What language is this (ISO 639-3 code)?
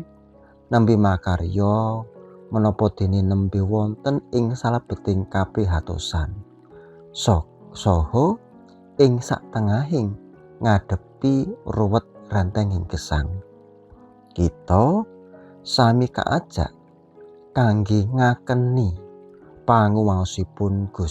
jav